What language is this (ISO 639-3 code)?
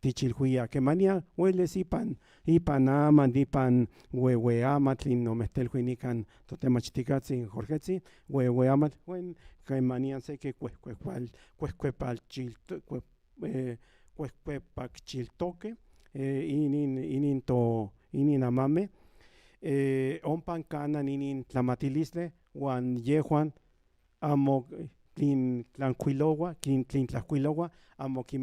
nhn